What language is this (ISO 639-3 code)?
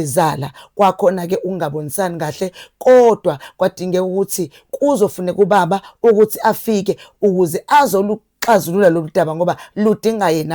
zul